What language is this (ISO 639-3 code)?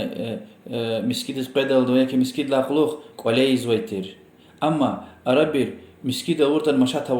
lez